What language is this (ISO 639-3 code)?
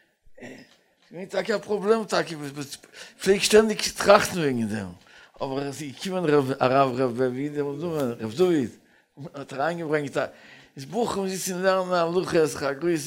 yid